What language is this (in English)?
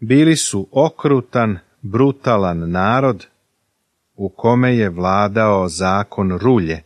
Serbian